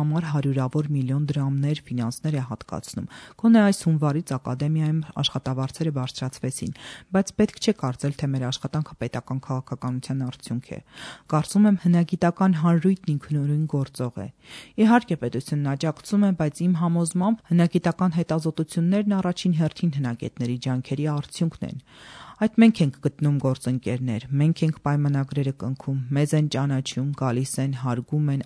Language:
Armenian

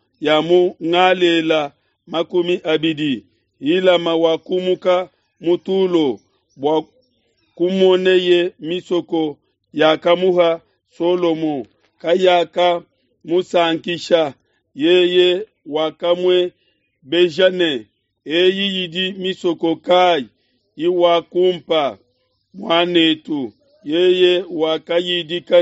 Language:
Luba-Lulua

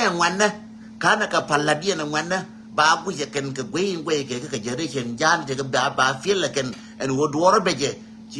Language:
Nuer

